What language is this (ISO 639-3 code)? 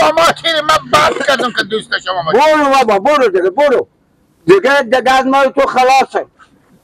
fas